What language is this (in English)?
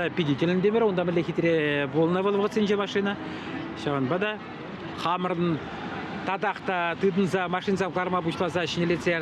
Chuvash